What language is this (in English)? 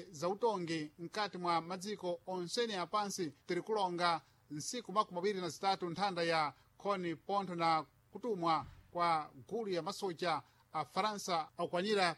Sena